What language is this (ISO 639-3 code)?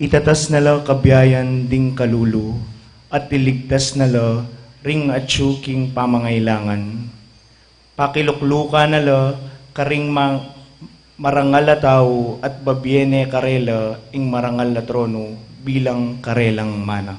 pam